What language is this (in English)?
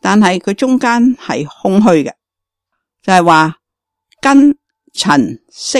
Cantonese